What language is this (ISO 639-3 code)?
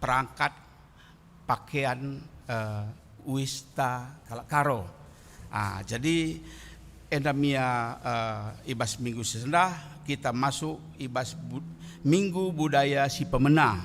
btx